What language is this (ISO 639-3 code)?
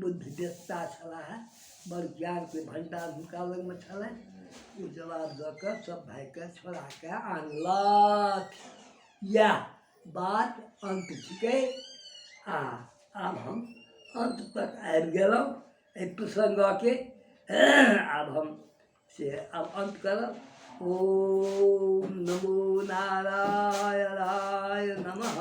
mai